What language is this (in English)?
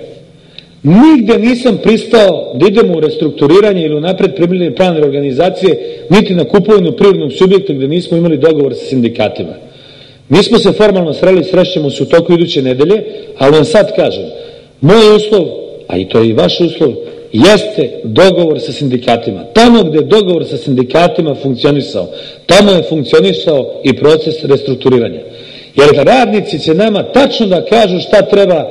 Serbian